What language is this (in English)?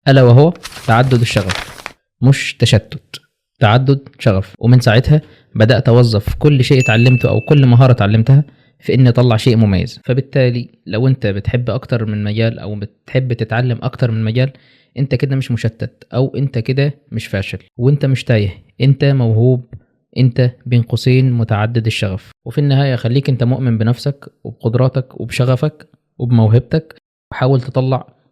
Egyptian Arabic